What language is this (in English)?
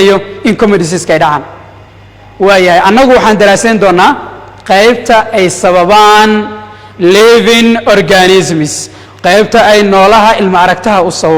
Somali